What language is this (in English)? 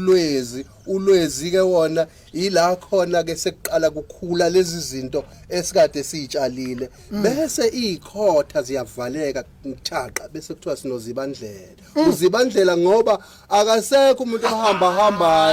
Zulu